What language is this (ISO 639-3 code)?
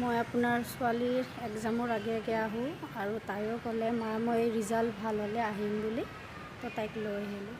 asm